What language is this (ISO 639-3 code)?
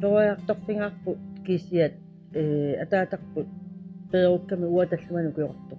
kal